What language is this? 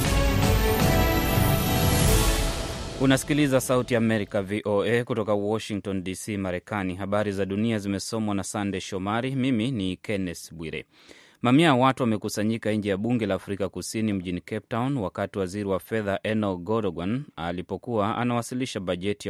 Swahili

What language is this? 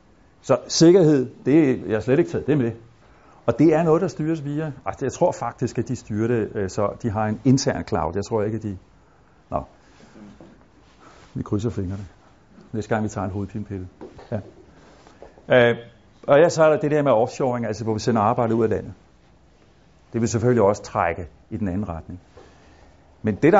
Danish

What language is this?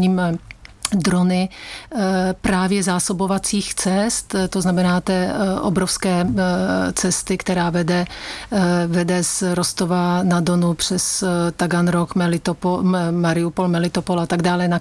Czech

